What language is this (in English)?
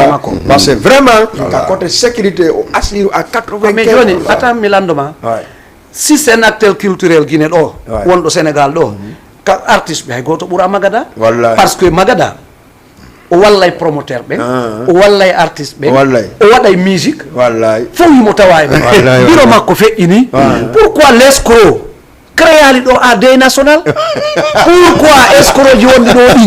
Fula